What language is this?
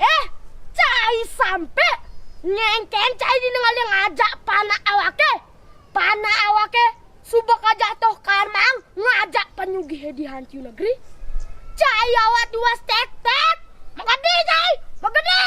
Balinese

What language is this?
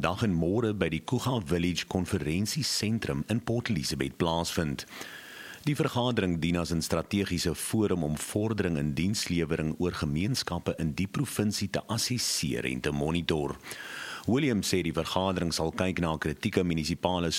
Afrikaans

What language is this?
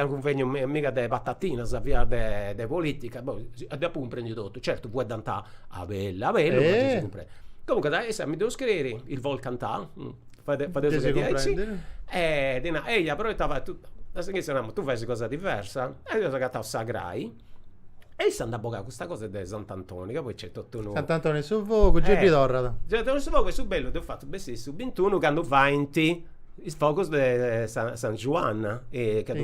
Sardinian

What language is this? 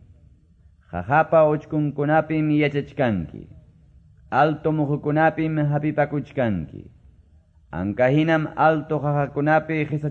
Quechua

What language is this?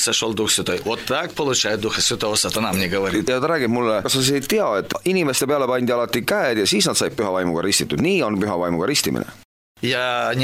Estonian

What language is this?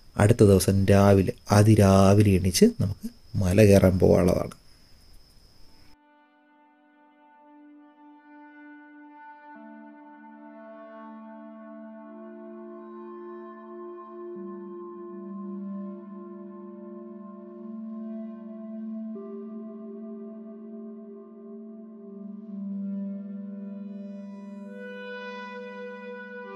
Malayalam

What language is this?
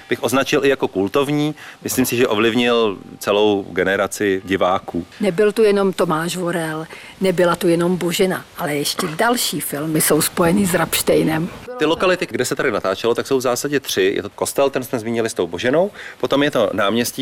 Czech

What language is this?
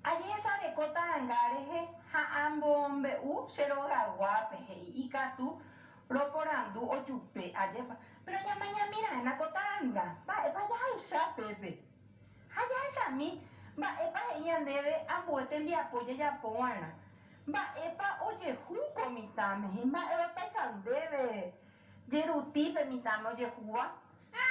Guarani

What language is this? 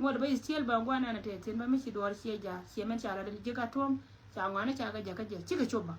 Nuer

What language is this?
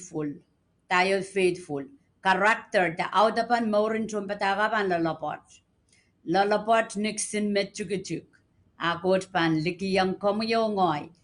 Pohnpeian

